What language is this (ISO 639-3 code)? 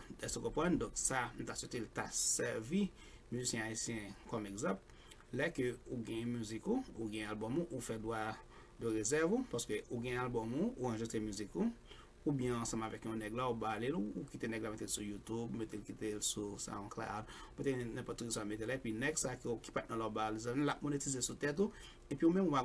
hat